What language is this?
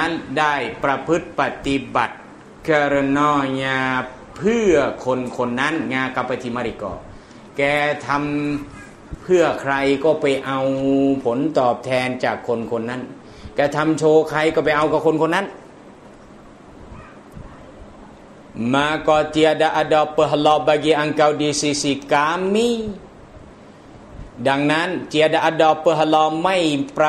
Thai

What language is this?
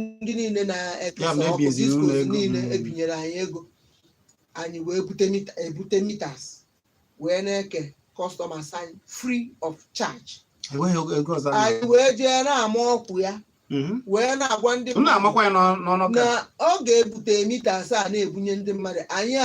Igbo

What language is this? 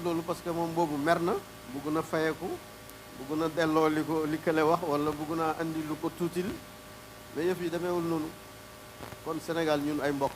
Wolof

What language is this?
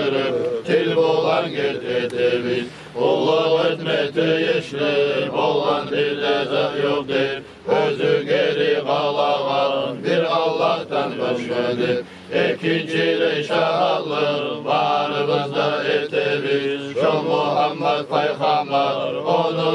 Kumyk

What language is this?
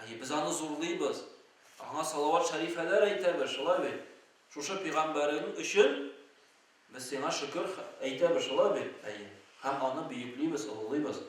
Tatar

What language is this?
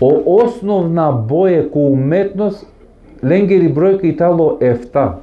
Balkan Romani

